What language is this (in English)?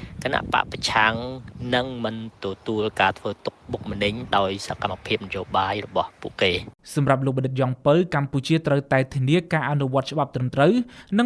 Khmer